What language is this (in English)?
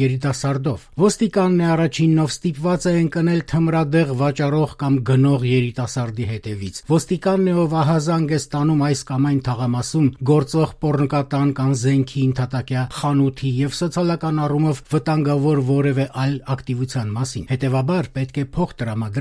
Armenian